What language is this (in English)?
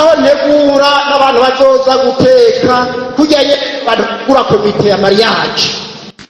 Rundi